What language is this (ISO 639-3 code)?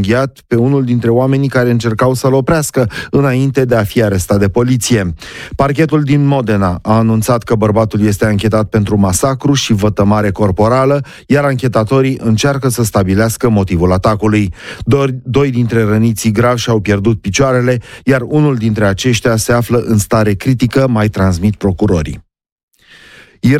ron